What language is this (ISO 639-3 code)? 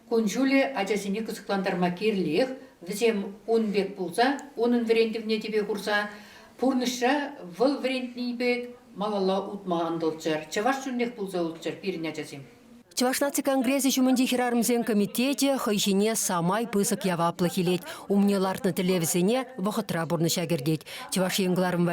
chv